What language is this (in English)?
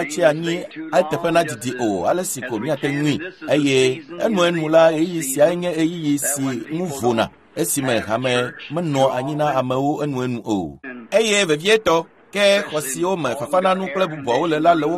Ewe